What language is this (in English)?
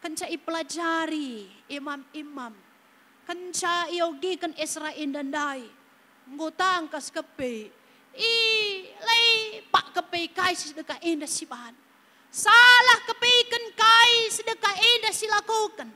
Batak Karo